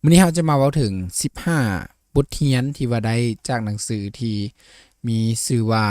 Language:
Lao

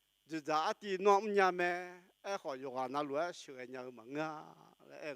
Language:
Akha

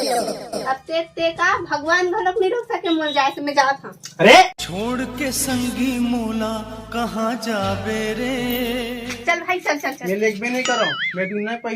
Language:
Chhattisgarhi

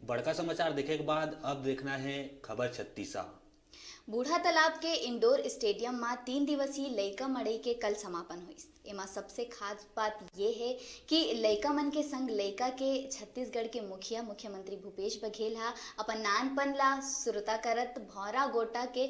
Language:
Chhattisgarhi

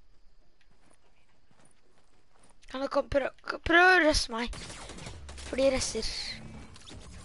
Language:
Norwegian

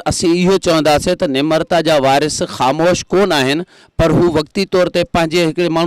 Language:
Sindhi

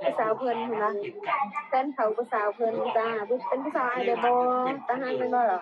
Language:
Lao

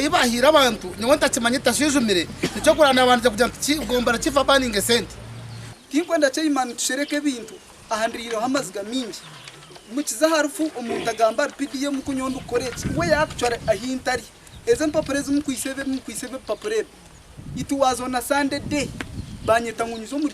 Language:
Nyankole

